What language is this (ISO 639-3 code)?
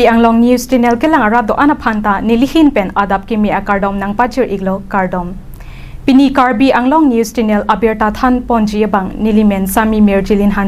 mjw